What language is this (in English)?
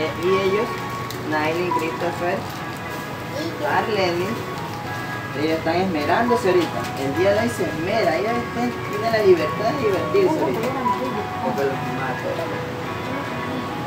Spanish